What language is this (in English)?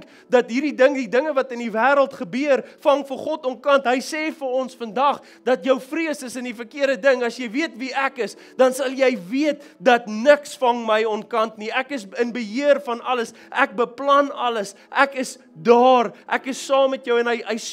Afrikaans